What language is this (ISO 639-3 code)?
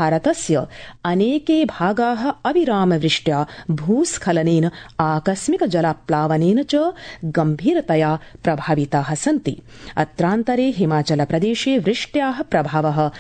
san